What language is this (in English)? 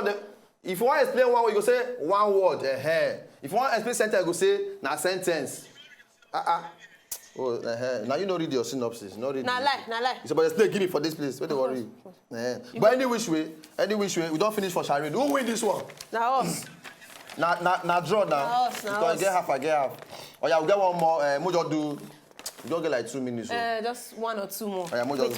Nigerian Pidgin